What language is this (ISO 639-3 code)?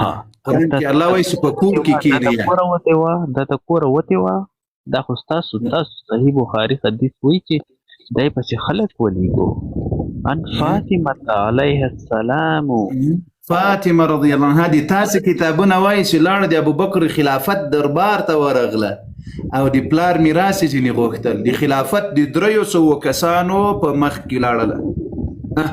pus